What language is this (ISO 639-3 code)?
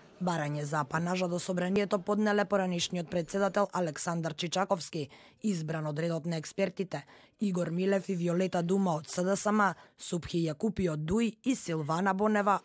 mkd